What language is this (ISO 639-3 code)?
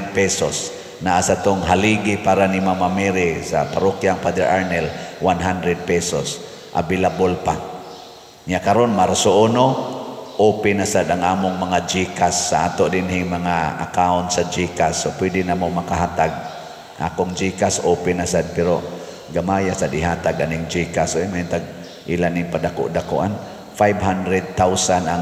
ceb